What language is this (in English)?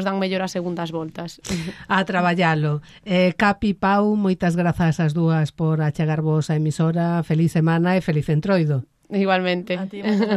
Galician